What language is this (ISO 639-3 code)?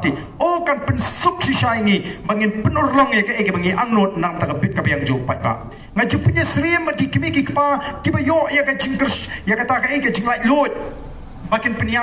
kha